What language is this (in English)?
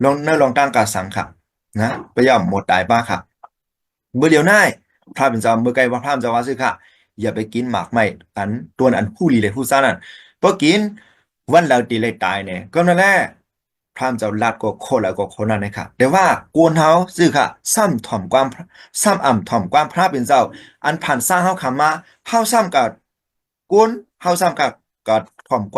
Shan